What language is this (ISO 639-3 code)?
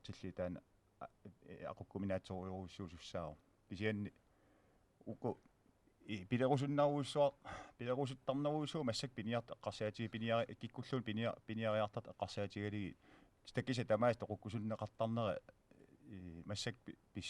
kal